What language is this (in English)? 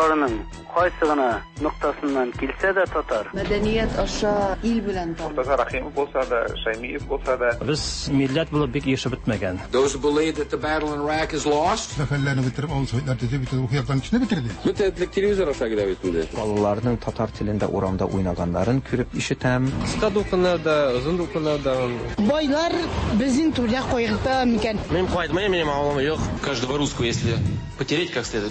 Tatar